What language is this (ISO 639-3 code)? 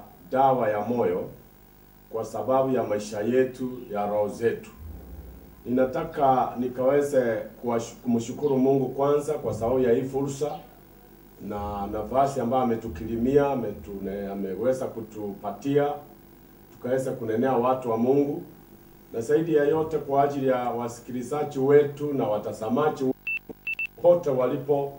swa